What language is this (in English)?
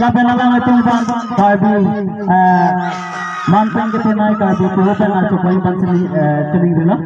Karbi